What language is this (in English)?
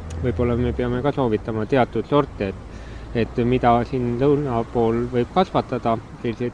Estonian